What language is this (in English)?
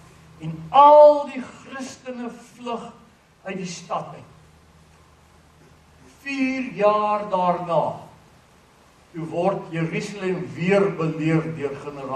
Afrikaans